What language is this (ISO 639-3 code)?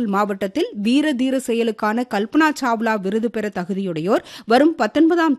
tam